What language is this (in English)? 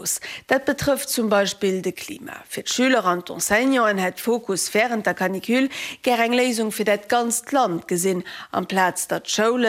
Luxembourgish